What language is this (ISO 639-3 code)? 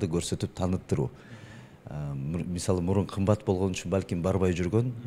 kir